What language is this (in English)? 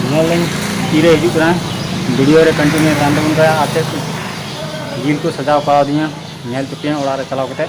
Santali